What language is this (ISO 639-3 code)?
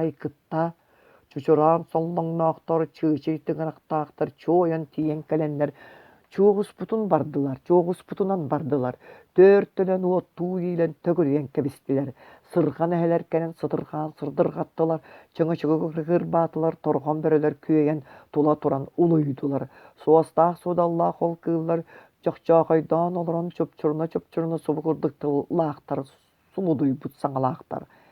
sah